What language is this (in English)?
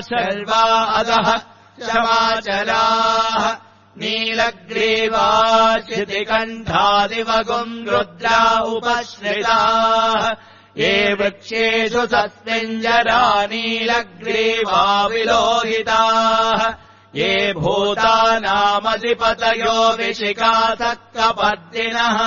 Sanskrit